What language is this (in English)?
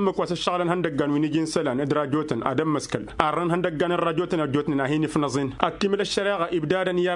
Tamasheq